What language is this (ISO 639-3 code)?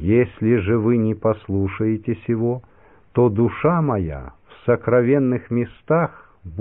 rus